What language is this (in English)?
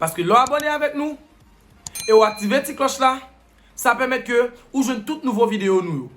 Haitian Creole